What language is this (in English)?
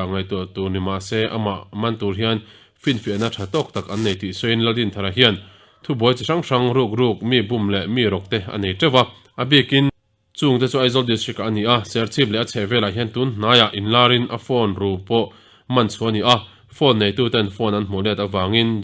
Mizo